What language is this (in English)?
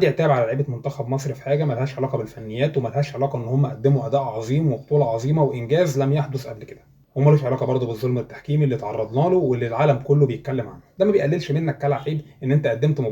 Egyptian Arabic